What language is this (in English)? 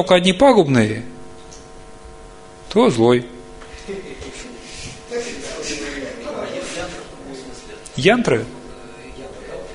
Russian